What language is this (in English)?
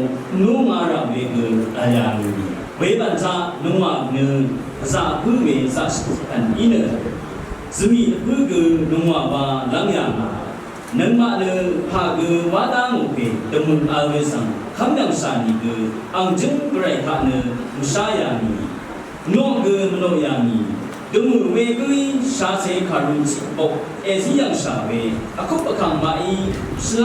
Rawang